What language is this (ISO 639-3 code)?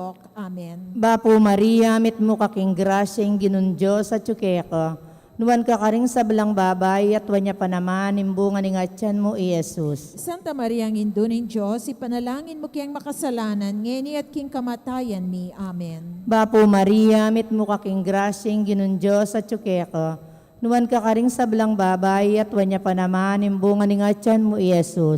pam